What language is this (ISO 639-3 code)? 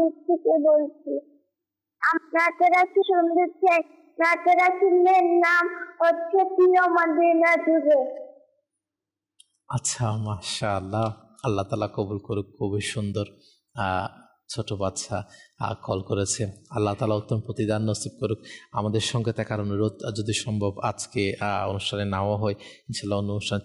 ben